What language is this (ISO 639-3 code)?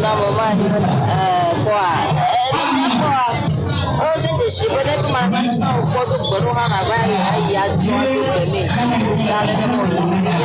ewe